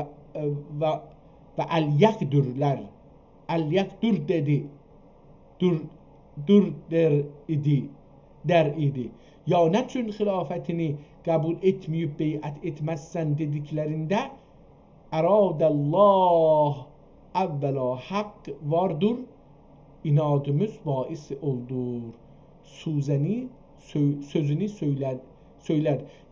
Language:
South Azerbaijani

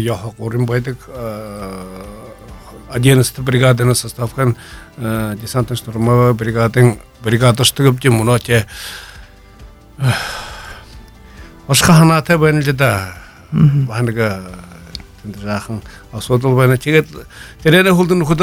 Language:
Buriat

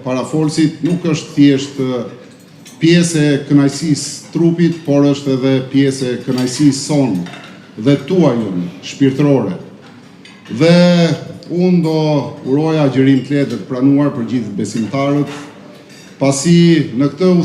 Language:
Albanian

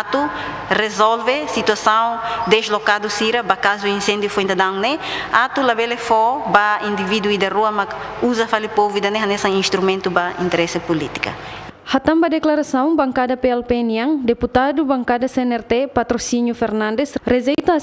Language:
Tetum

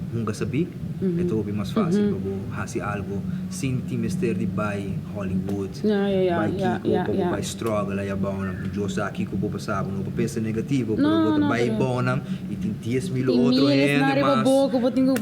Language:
Papiamento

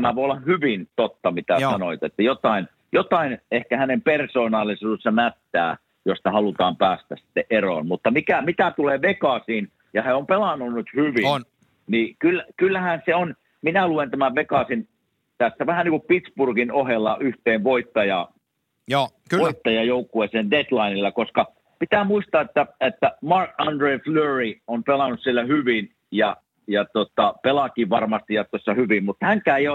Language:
Finnish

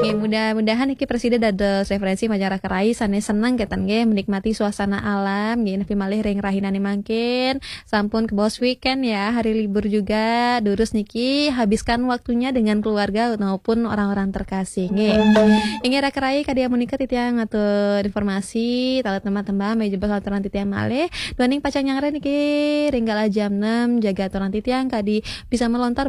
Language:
Balinese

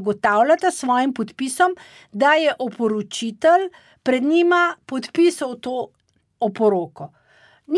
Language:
Slovenian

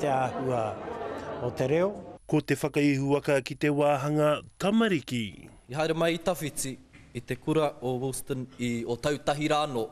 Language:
Māori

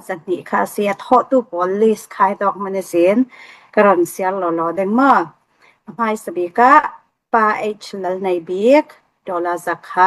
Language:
Falam Chin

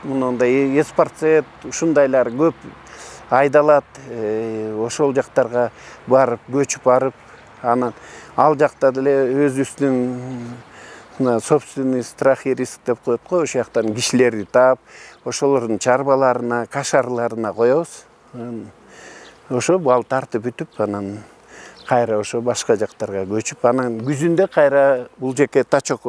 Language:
Kyrgyz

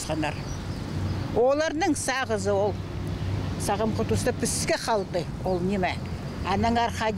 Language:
Khakas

